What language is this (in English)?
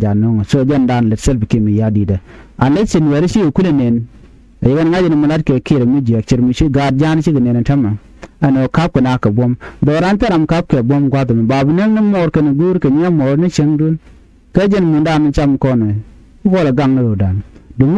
Nuer